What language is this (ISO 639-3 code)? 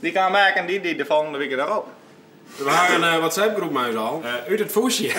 fry